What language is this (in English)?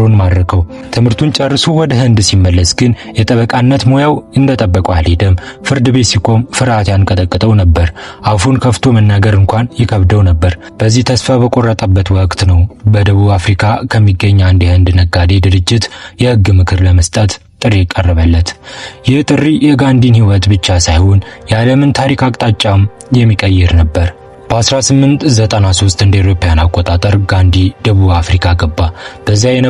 Amharic